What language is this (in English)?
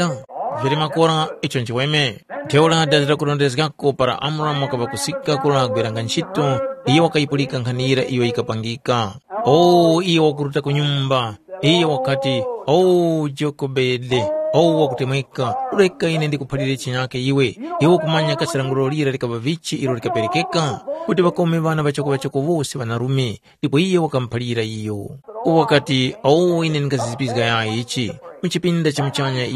Tumbuka